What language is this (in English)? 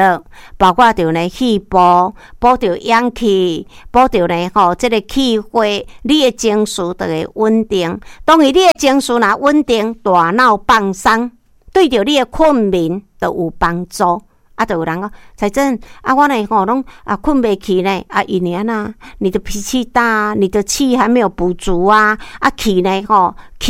Min Nan Chinese